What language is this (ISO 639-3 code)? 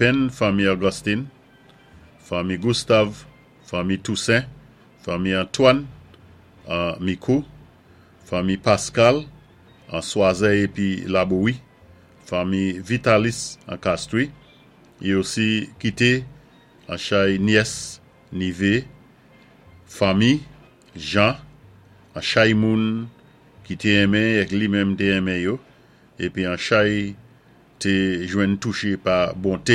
acf